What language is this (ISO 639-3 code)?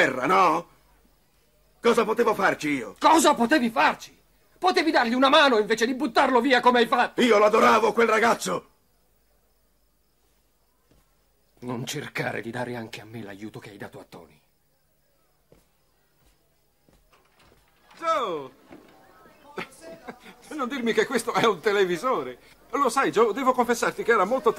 ita